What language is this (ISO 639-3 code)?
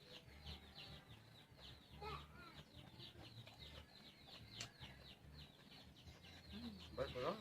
lao